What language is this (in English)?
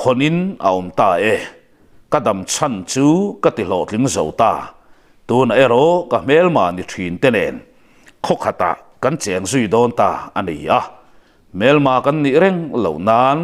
Mizo